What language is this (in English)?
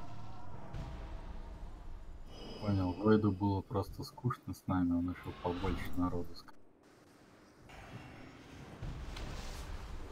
Russian